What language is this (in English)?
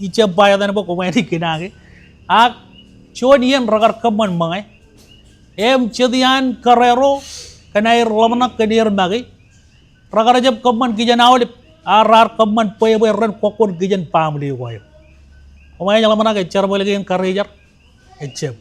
Marshallese